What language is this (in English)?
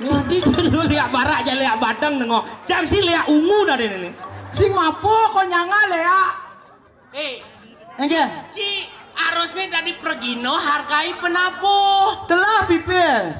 Balinese